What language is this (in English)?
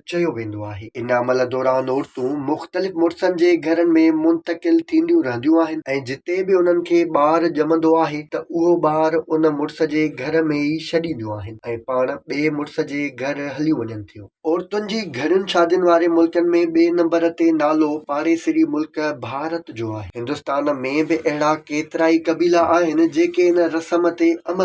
Sindhi